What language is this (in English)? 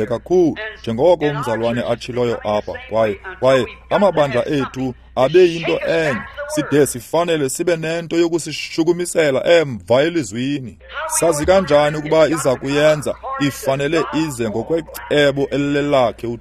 Xhosa